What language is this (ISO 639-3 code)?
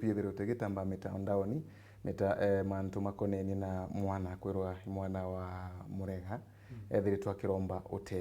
mer